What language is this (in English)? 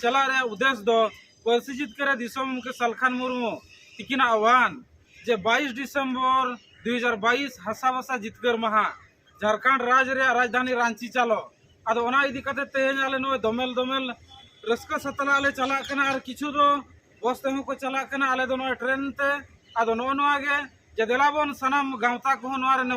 Santali